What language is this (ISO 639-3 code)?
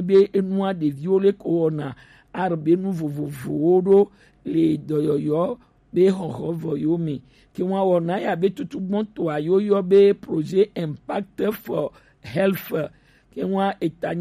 gej